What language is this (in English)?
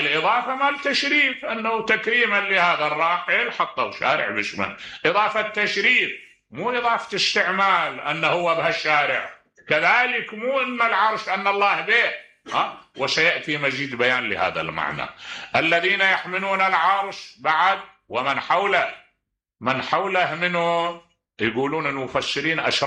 Mesopotamian Arabic